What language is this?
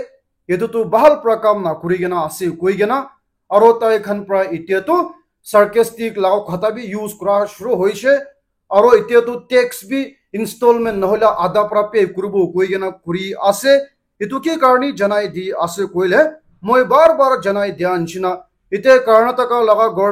Naga Pidgin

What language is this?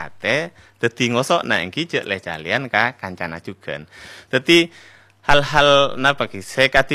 Madurese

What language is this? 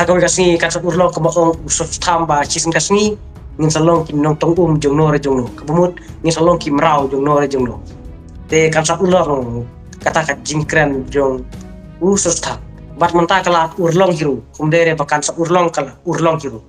Khasi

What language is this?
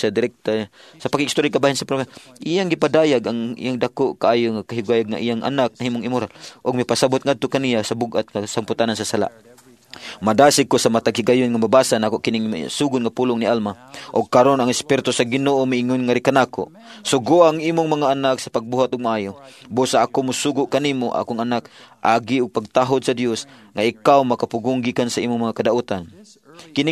Cebuano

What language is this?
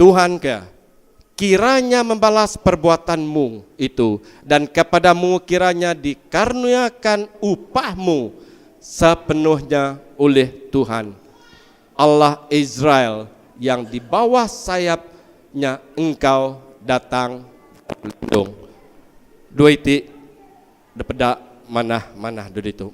Iban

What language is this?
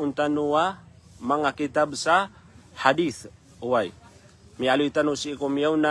Maranao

